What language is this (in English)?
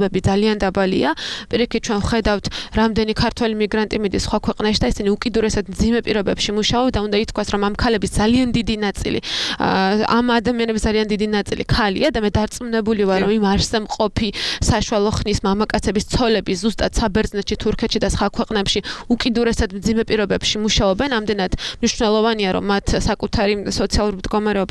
Georgian